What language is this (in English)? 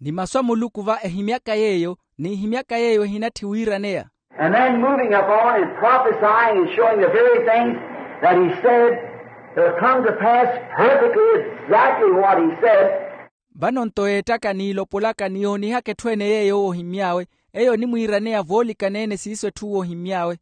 Makhuwa